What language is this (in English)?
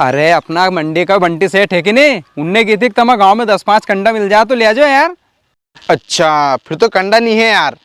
Rajasthani